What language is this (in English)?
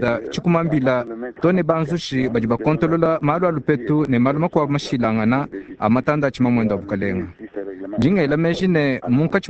Luba-Lulua